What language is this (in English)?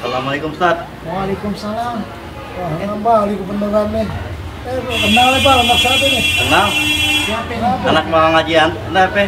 Betawi